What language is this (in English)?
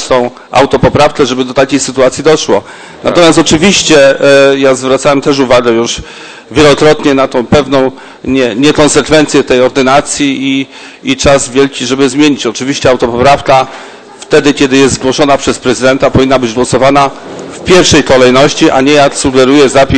Polish